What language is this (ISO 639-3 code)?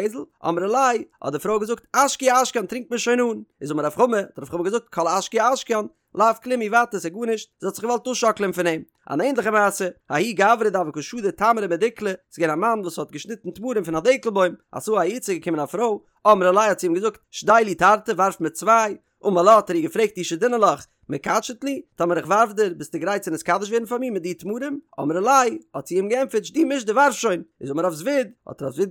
yid